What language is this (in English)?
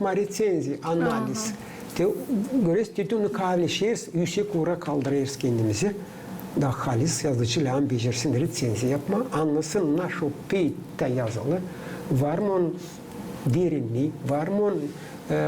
Gagauz